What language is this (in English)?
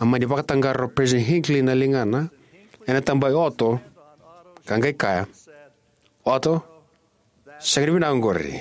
Fijian